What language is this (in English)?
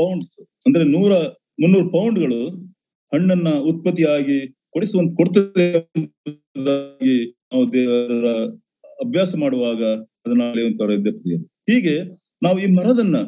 Kannada